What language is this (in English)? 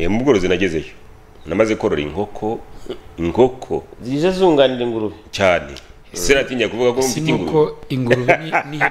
Kinyarwanda